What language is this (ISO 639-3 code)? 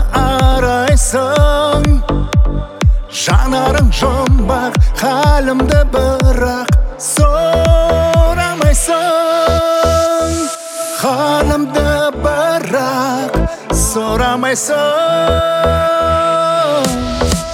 kaz